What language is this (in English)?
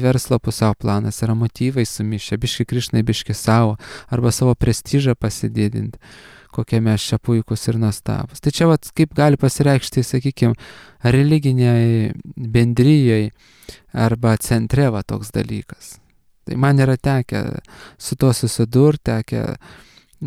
Lithuanian